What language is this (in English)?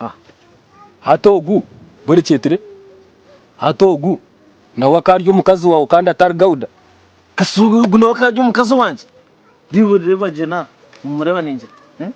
Nyankole